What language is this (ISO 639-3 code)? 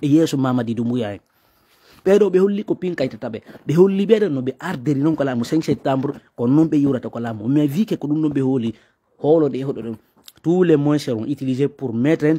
ful